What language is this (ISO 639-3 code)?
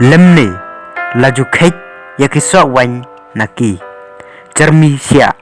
kha